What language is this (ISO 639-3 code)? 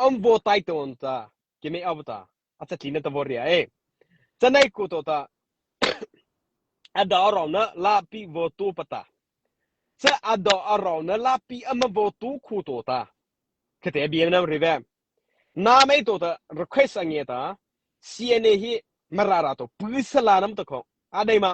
mrh